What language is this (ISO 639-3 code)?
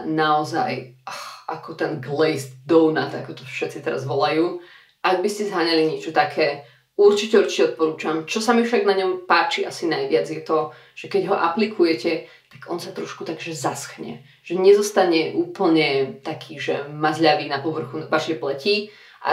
slk